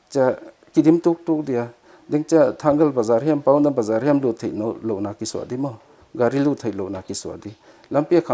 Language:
Paite Chin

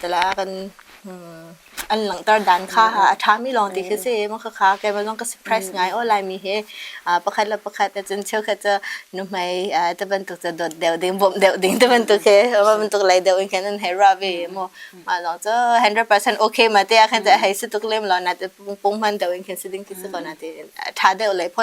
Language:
Hakha Chin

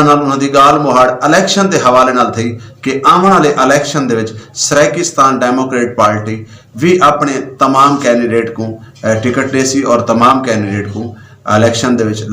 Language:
Saraiki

